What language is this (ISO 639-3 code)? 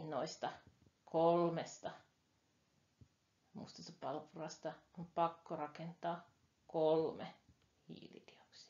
fin